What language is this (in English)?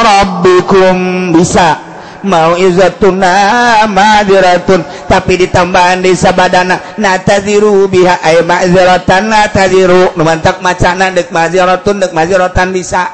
Sundanese